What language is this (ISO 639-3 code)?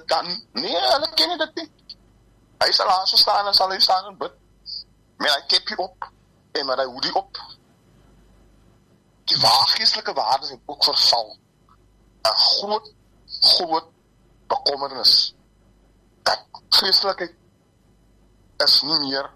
afr